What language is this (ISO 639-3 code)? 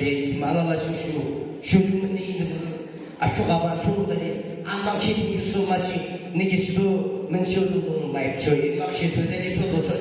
yim